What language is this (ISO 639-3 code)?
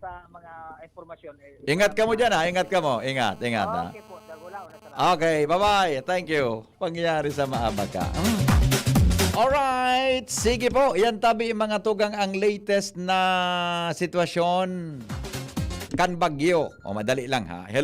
bik